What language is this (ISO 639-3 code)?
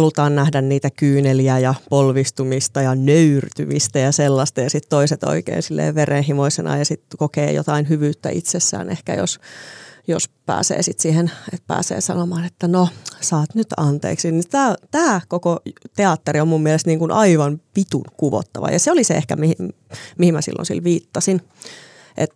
fin